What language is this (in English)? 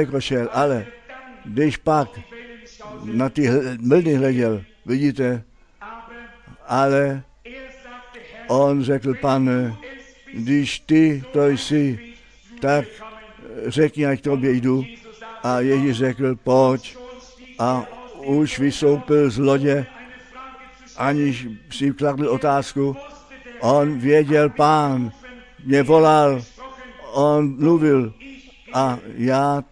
Czech